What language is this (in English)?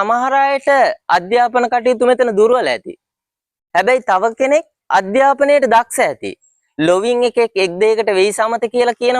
Sinhala